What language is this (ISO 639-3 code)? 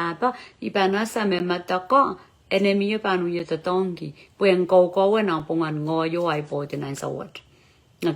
pon